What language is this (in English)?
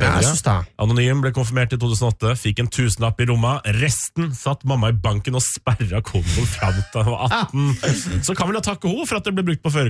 Norwegian